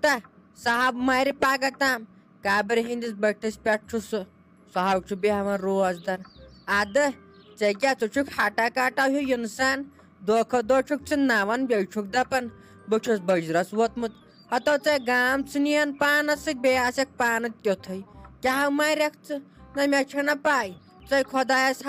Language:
Kashmiri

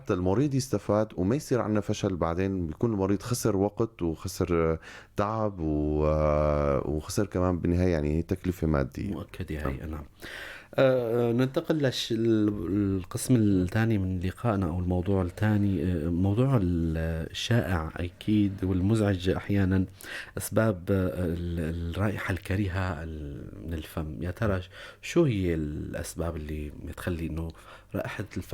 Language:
North Levantine Arabic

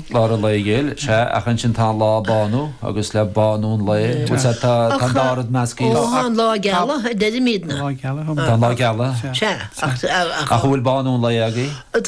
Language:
Irish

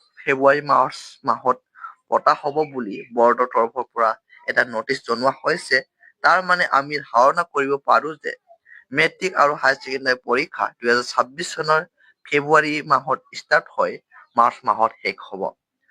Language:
Assamese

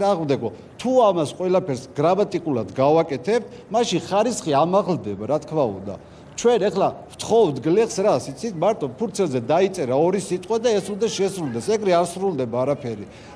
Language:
Georgian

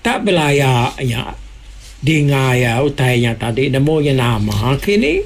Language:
Iban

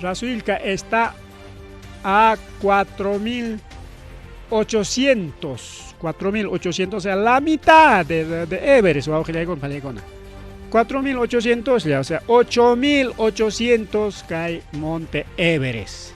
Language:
Ayacucho Quechua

